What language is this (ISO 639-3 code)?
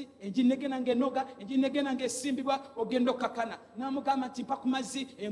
lug